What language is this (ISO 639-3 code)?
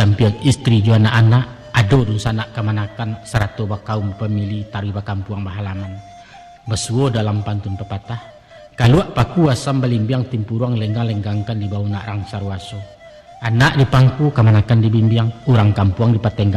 min